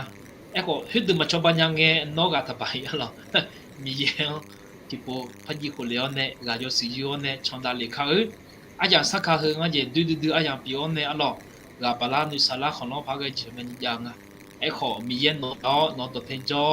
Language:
Akha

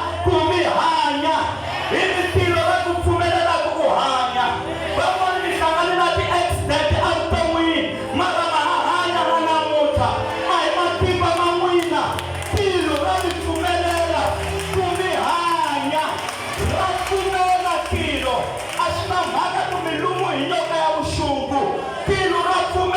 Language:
Tsonga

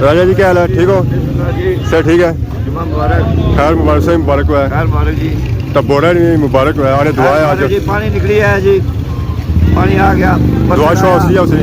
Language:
Pahari-Potwari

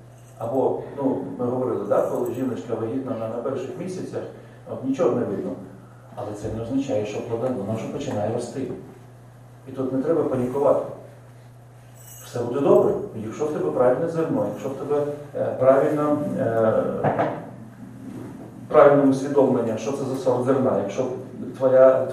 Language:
Ukrainian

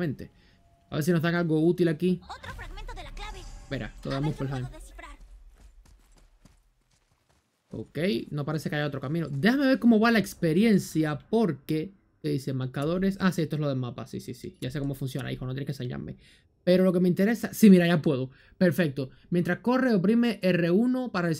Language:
Spanish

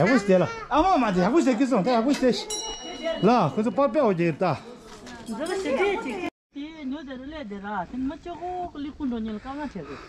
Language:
Tibetan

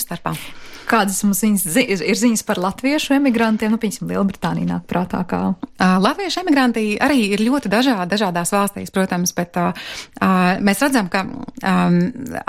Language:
Latvian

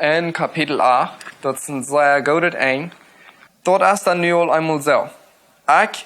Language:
Plautdietsch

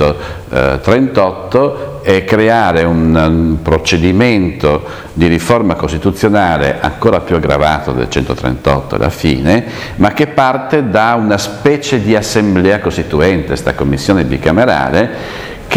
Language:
Italian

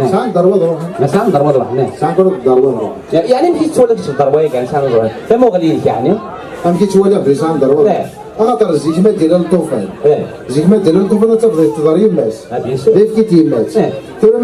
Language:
Kabyle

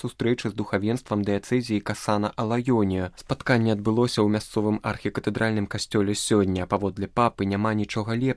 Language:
Belarusian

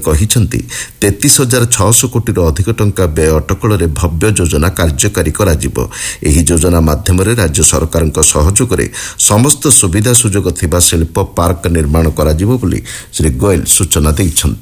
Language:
Odia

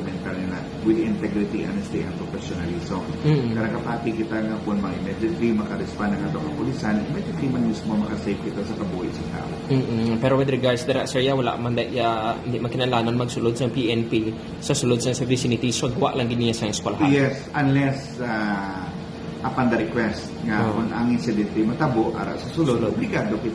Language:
Hiligaynon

